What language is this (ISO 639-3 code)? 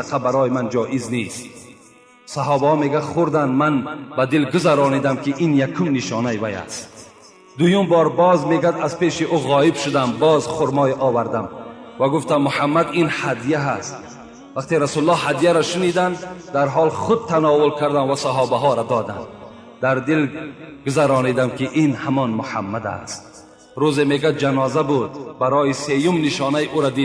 tgk